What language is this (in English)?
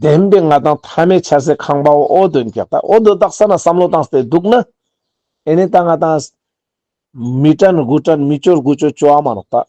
Ladakhi